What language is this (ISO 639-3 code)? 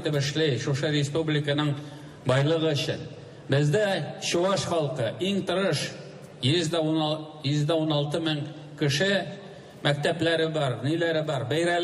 tat